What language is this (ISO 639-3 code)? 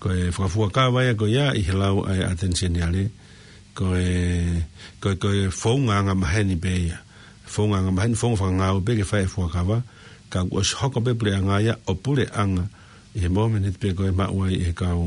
ton